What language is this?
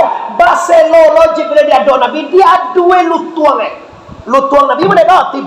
Minangkabau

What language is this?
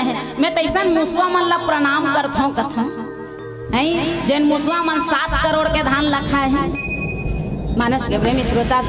Chhattisgarhi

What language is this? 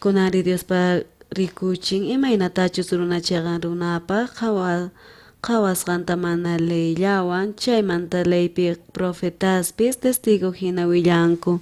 South Bolivian Quechua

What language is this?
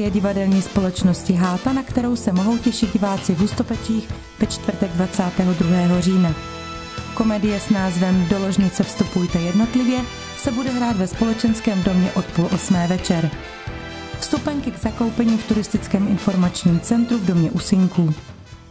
Czech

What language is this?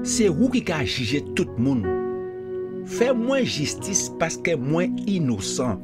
Guadeloupean Creole French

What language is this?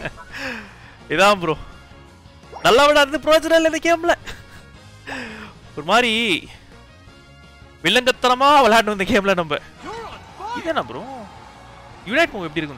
Tamil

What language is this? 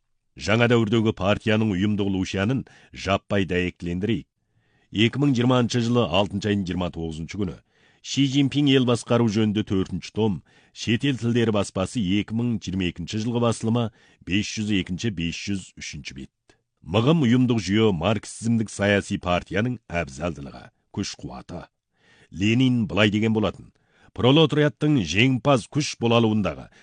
Kazakh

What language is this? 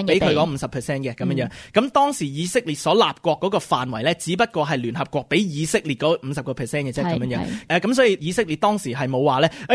Cantonese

